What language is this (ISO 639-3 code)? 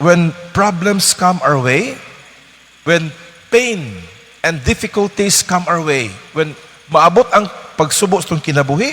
ceb